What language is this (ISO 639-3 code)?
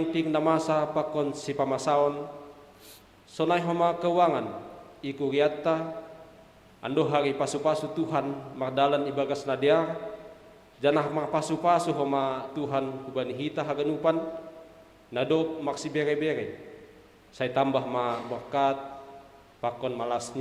bts